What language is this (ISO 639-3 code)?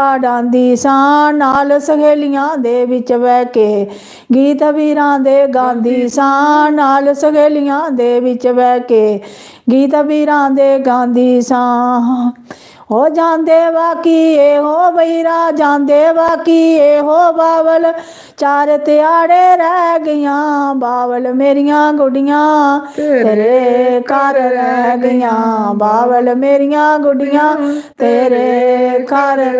doi